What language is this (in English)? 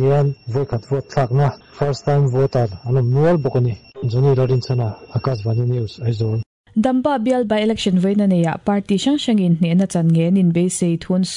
Mizo